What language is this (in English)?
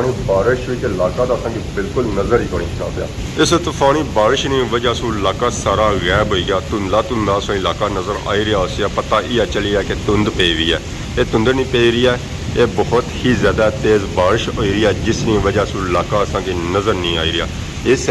Pahari-Potwari